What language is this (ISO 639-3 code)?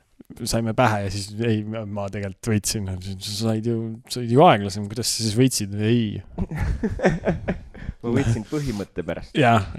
est